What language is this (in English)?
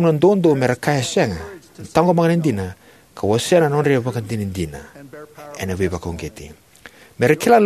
Fijian